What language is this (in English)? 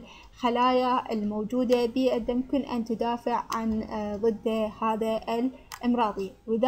Arabic